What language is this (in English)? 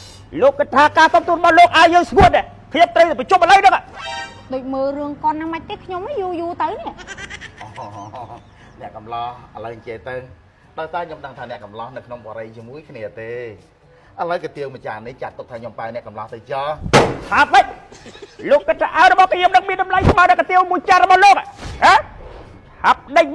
Khmer